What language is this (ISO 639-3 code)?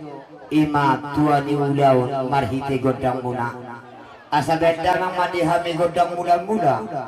bbc